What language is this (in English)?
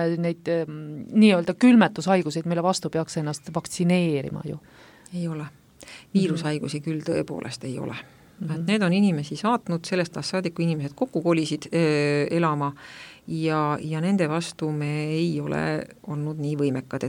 Estonian